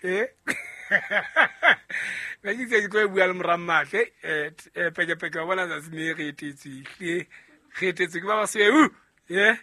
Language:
Southern Sotho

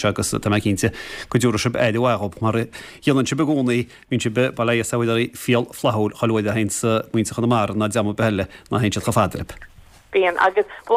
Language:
Irish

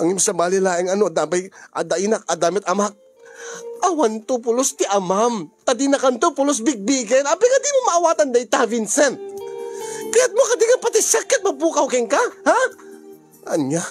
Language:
Iloko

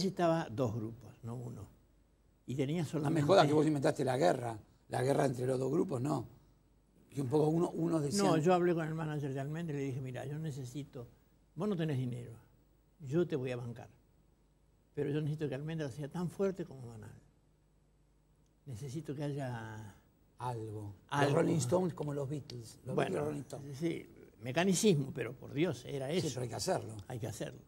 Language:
Spanish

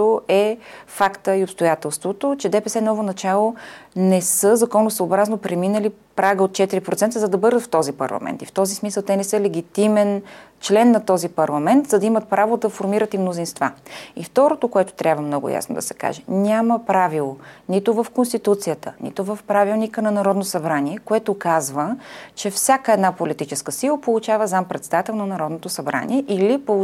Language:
Bulgarian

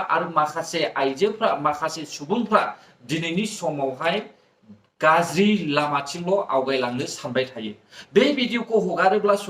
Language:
Bodo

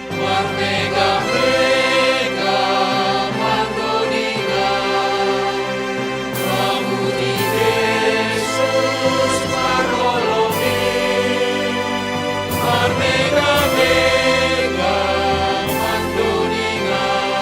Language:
Batak Simalungun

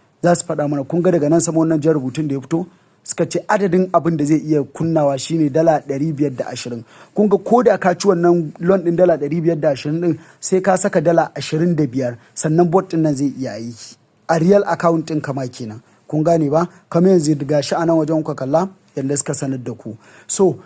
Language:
Hausa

